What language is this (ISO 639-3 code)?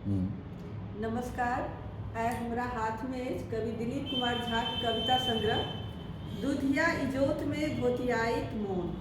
mai